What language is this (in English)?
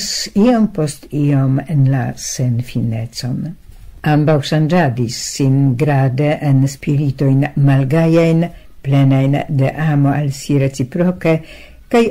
Esperanto